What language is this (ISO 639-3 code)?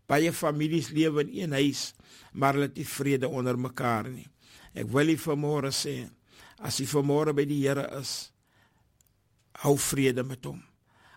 afr